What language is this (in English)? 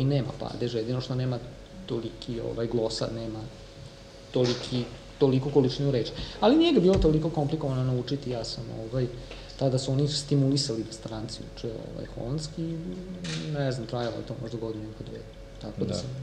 Serbian